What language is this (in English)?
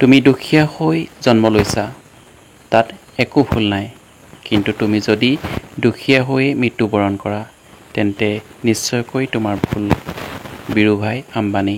Assamese